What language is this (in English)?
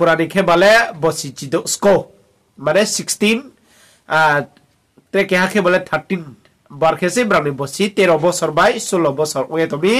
Riang (India)